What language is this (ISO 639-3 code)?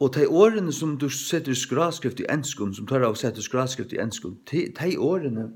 fao